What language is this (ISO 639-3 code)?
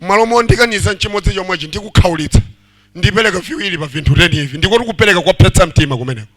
nya